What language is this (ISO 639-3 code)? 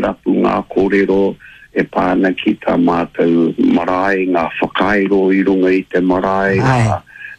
mri